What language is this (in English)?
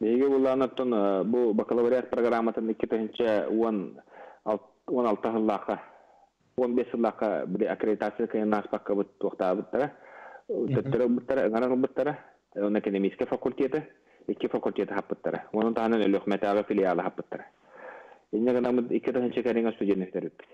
Yakut